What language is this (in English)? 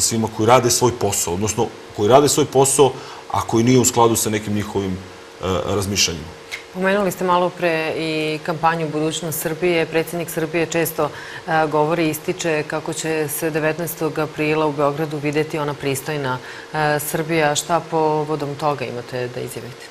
Serbian